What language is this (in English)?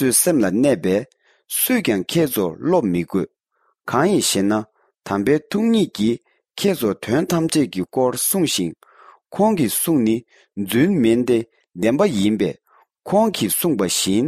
Tibetan